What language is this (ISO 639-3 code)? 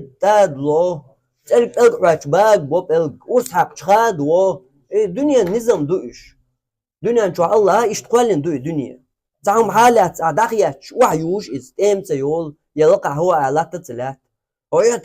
che